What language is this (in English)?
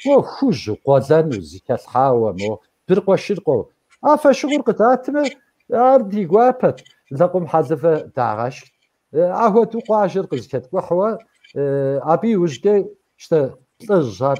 Kabardian